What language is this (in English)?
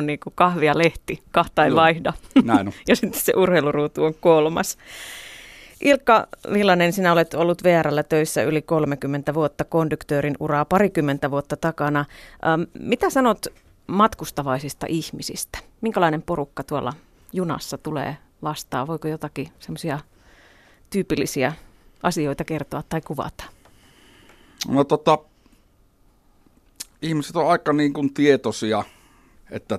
Finnish